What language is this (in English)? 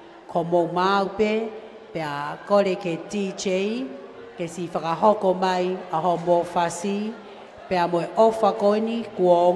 Tongan